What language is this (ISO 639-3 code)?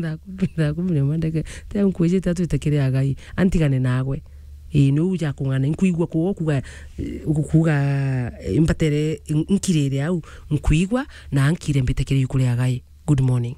mer